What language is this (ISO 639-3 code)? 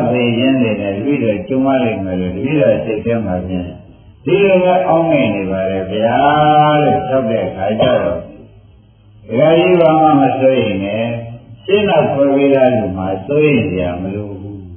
mya